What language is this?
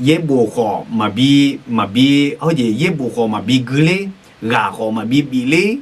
Akha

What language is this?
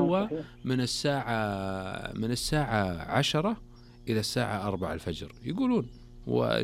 Najdi Arabic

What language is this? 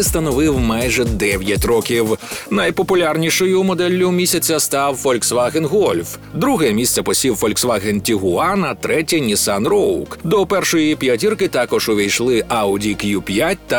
Ukrainian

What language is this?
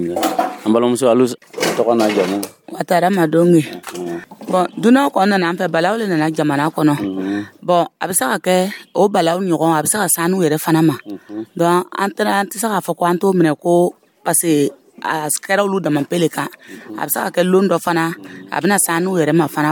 Dyula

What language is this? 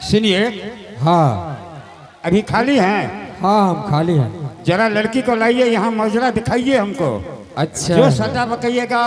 Angika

